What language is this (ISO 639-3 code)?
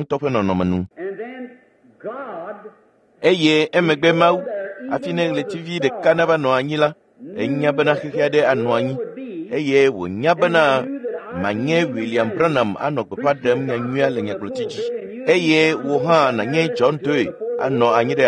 ewe